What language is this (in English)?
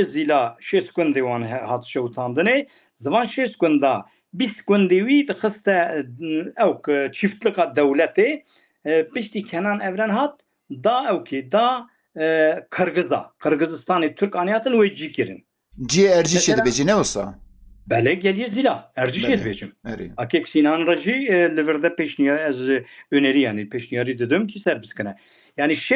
Kurdish